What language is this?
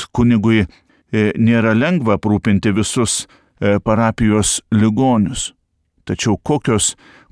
Lithuanian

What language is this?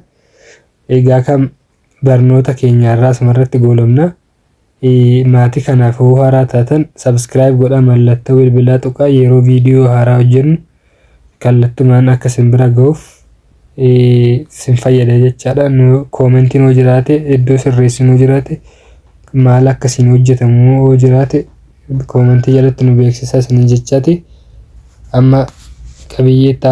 Oromo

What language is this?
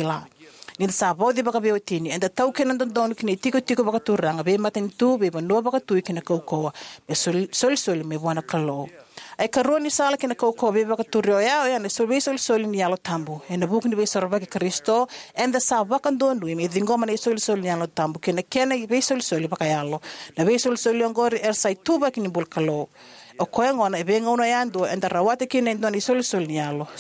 Fijian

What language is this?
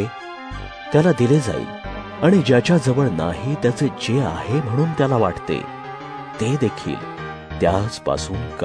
Marathi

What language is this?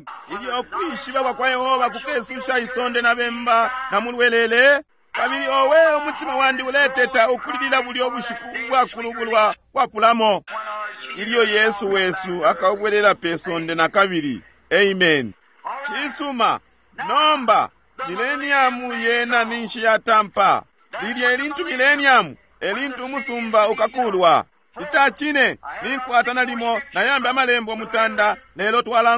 Bemba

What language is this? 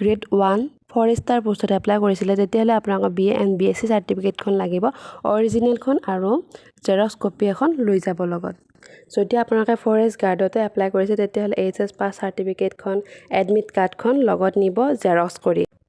Assamese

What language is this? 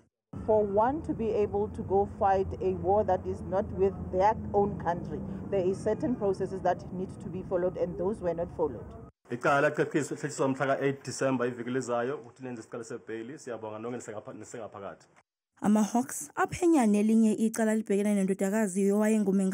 Zulu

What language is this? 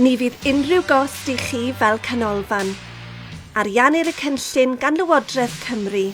Welsh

